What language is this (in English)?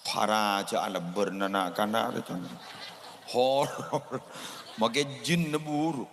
Madurese